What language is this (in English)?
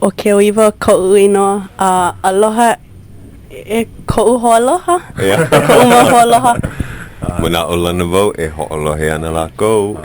Hawaiian